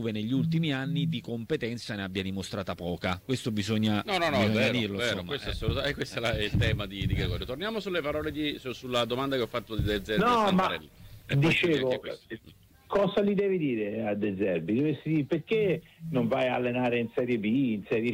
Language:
Italian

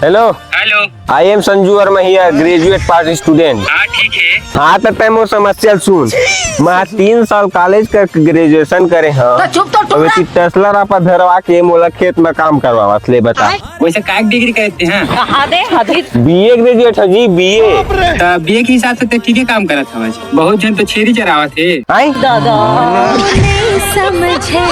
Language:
Chhattisgarhi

